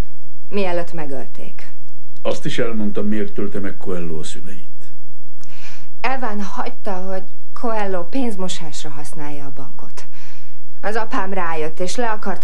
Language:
Hungarian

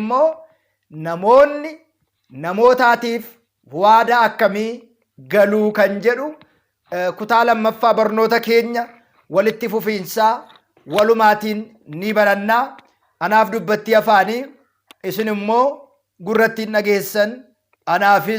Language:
Oromo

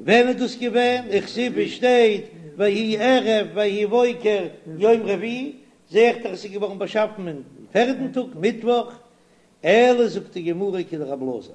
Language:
Yiddish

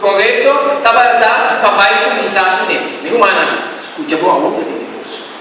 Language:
Papiamento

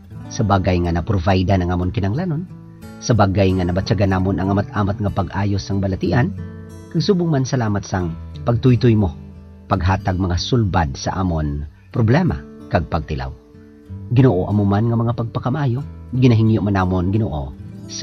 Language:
Hiligaynon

